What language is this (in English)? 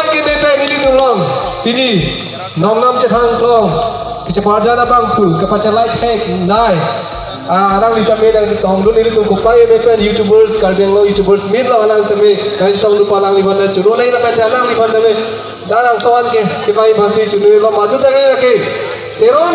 Karbi